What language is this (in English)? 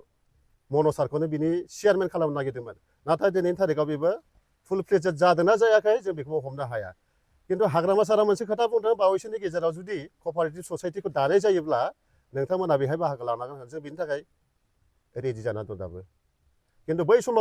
Bodo